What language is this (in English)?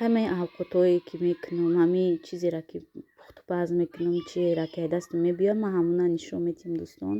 Tajik